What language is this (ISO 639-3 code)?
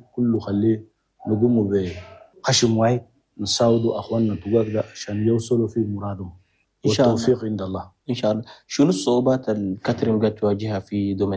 shu